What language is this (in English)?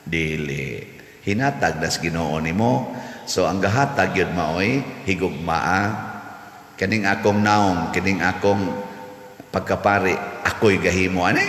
Cebuano